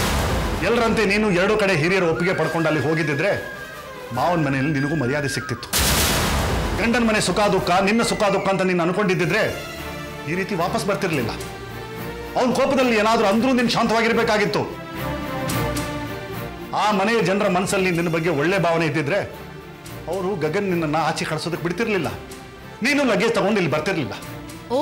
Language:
Kannada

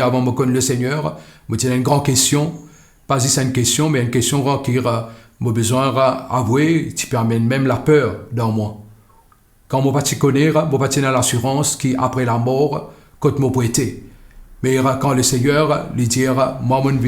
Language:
Morisyen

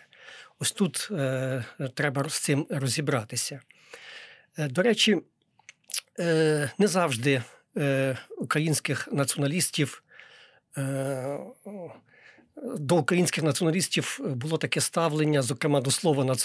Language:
Ukrainian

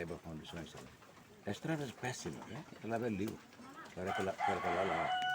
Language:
Tetum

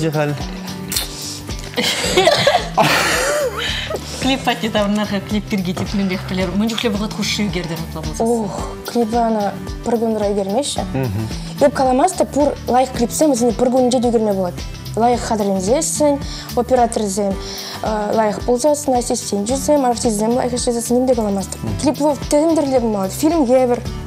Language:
Chuvash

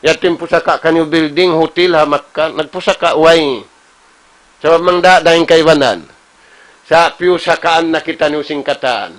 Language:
Tausug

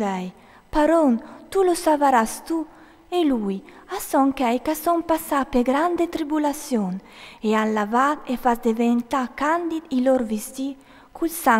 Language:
Friulian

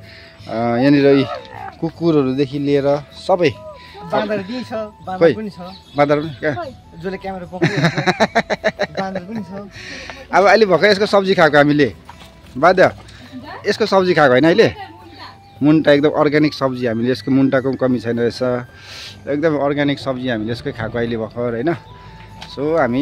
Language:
Nepali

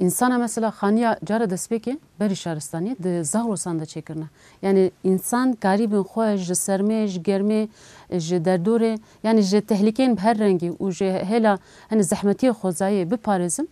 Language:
Kurdish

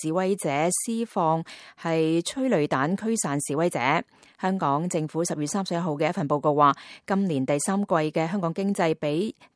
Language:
Cantonese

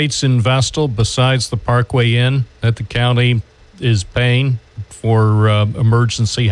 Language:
English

